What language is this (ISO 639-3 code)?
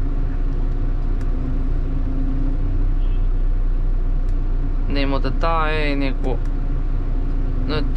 fin